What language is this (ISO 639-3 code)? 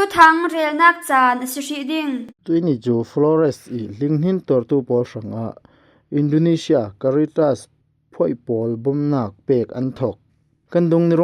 cfm